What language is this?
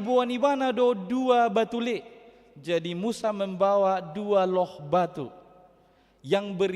Batak Toba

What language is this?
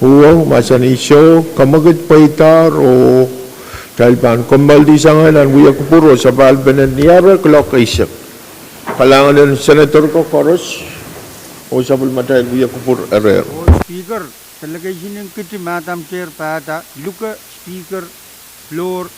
Pohnpeian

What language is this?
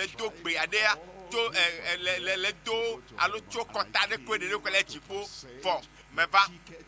Ewe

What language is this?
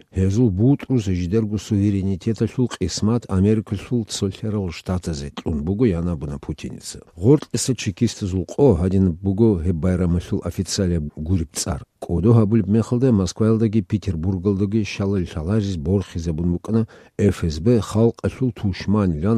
Avaric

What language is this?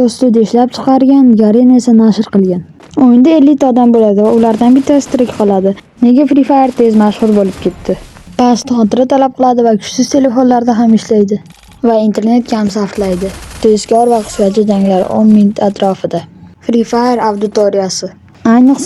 Uzbek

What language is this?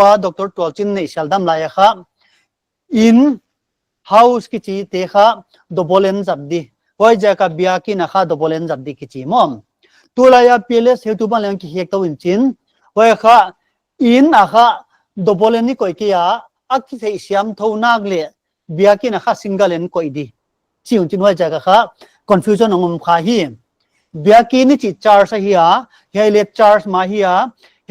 Paite Chin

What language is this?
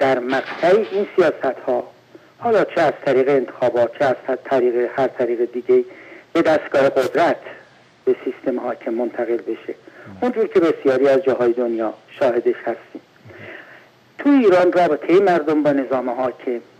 Persian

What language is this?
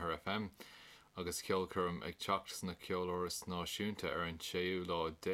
Irish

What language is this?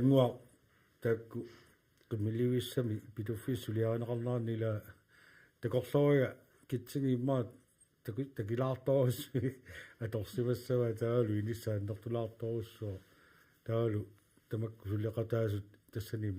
Kalaallisut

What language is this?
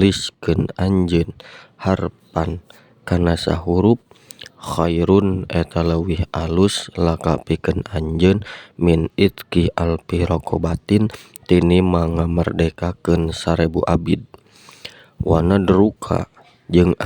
Sundanese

